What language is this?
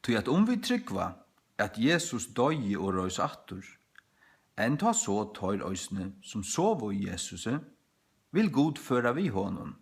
Faroese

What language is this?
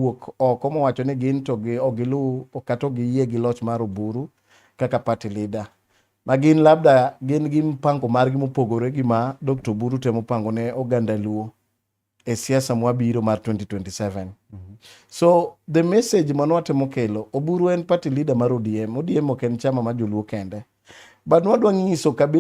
Luo (Kenya and Tanzania)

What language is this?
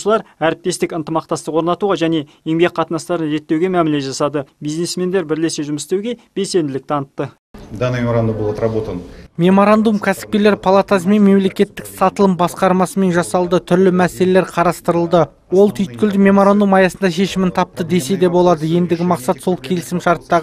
Kazakh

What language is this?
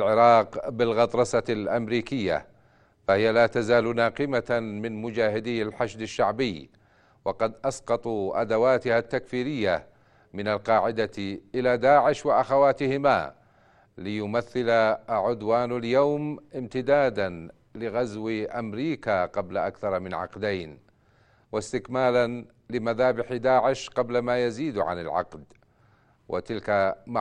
Arabic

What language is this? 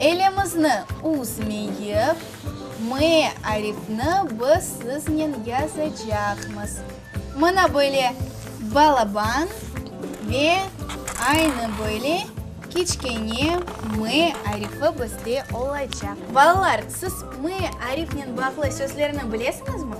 Crimean Tatar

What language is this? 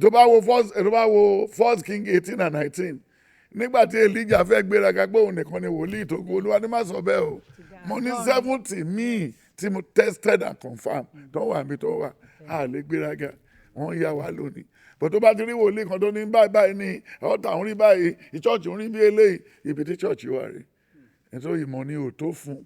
Yoruba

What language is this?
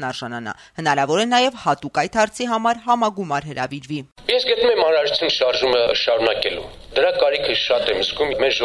Armenian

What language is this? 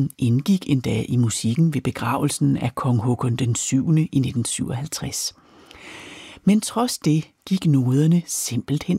Danish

